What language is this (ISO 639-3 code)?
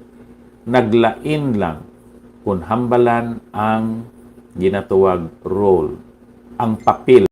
hil